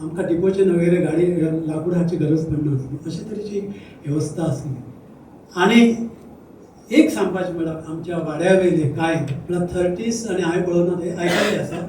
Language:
Konkani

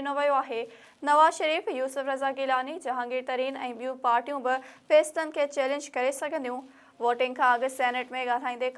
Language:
Sindhi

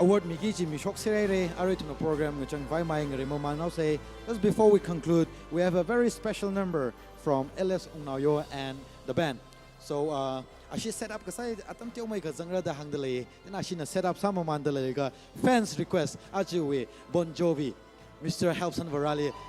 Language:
Tangkhul Naga (India)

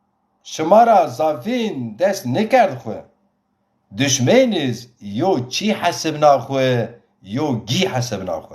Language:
Zaza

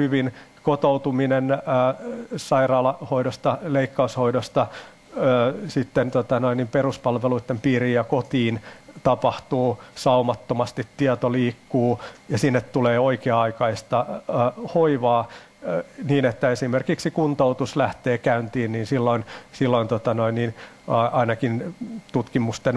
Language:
Finnish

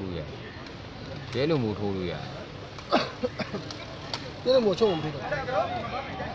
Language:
Burmese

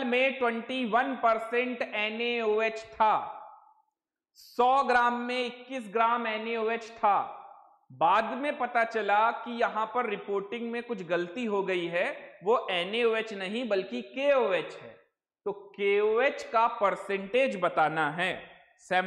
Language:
Hindi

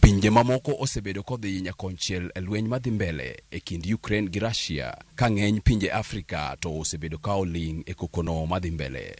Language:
Luo (Kenya and Tanzania)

